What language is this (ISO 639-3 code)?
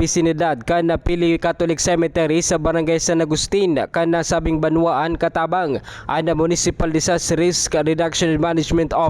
bik